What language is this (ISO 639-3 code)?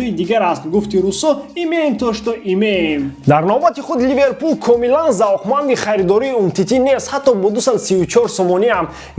tgk